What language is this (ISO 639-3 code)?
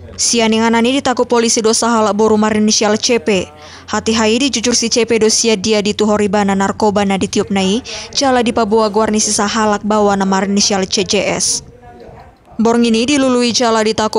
bbc